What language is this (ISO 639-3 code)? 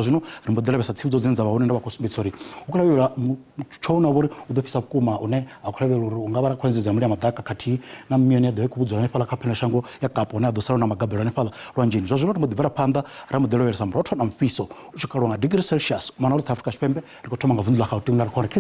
ven